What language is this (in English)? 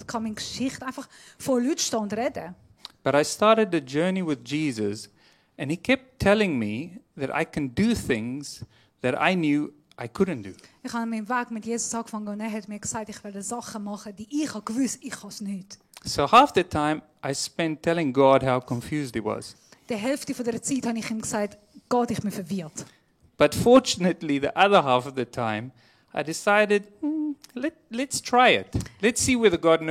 Swiss German